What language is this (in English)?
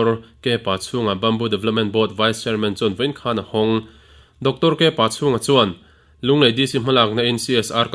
Mizo